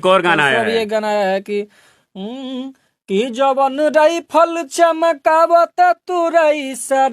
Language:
Bhojpuri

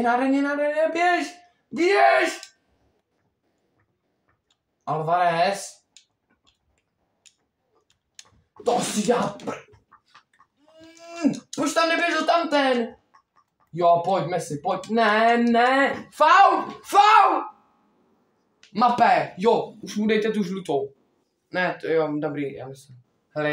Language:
Czech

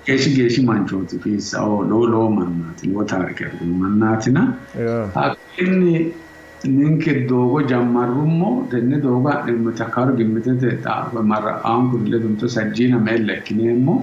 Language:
Sidamo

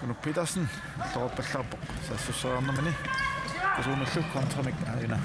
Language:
Kalaallisut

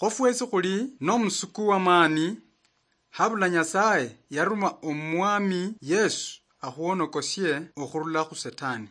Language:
Luyia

